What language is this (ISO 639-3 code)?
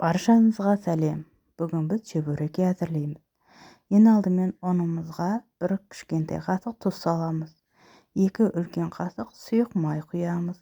kaz